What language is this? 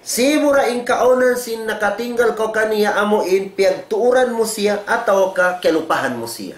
Tausug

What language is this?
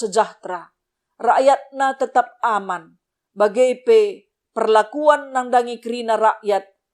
Batak Karo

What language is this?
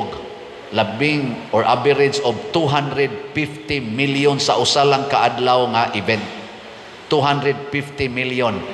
Cebuano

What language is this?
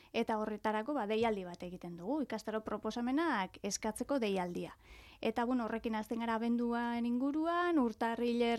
Basque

